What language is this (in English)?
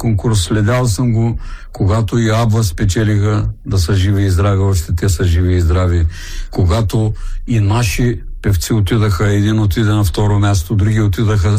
Bulgarian